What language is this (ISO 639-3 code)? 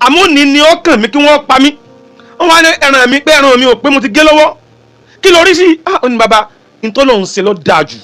yor